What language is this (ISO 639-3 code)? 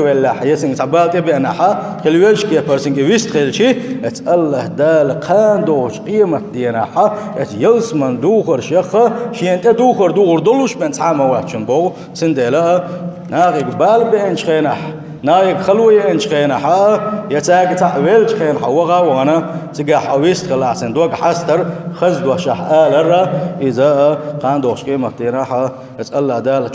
che